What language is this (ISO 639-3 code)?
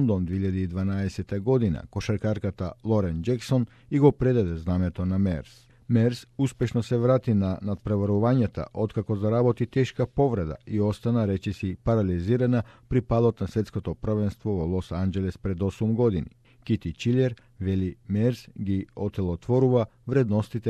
mkd